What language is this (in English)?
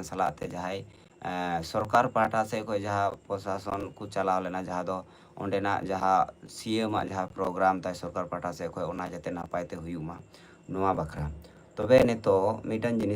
Santali